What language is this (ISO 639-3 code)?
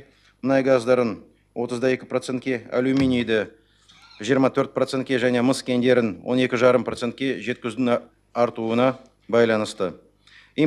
kaz